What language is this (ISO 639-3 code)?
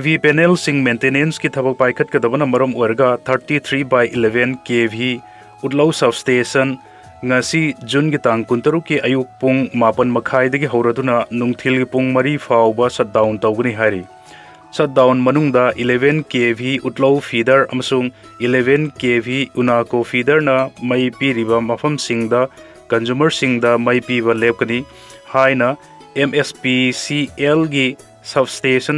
mni